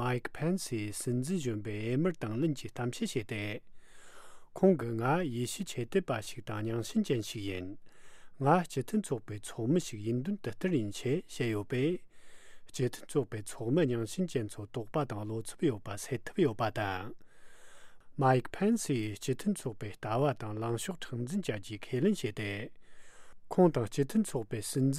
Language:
Tibetan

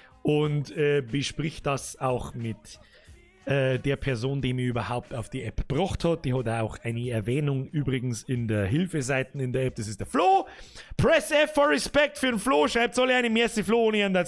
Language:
Bavarian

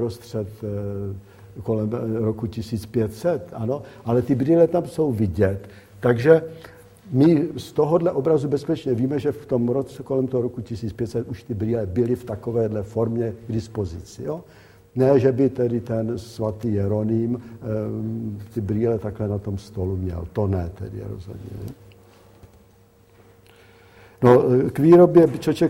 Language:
Czech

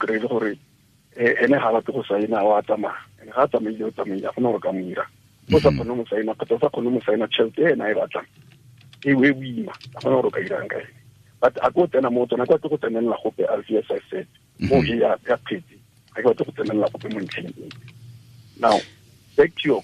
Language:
Tswana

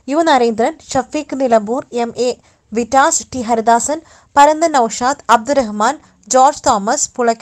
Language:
Malayalam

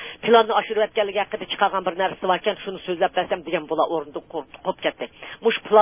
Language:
Uyghur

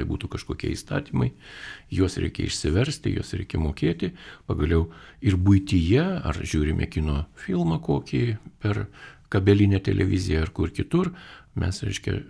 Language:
Lithuanian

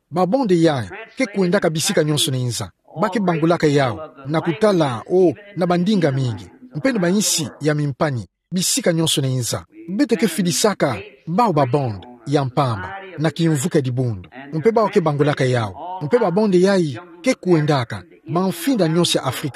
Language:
Kituba (Democratic Republic of Congo)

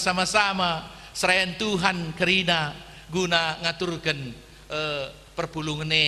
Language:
Batak Karo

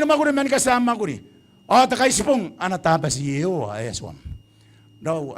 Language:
Gilbertese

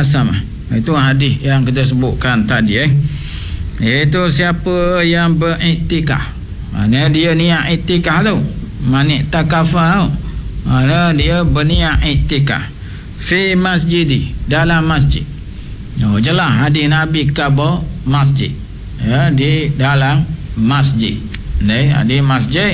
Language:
Malay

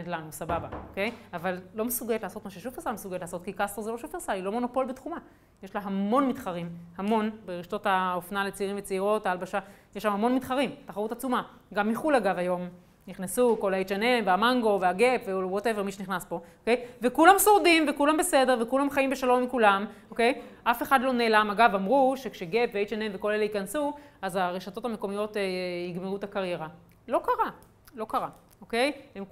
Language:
Hebrew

